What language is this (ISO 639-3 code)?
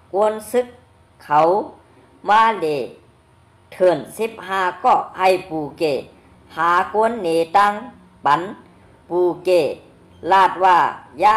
shn